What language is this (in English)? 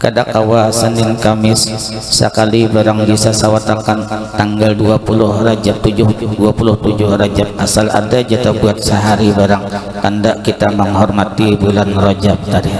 Banjar